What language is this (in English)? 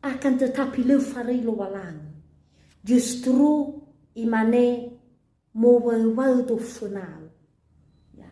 Nias